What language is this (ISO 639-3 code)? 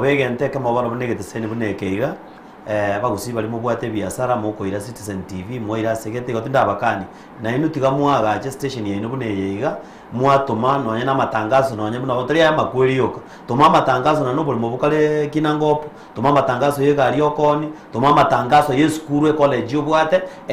guz